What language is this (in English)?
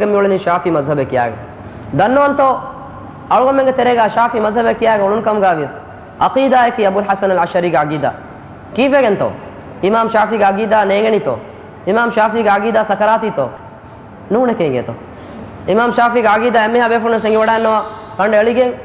Divehi